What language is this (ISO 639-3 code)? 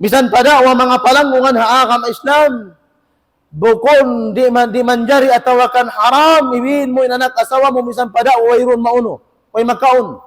tsg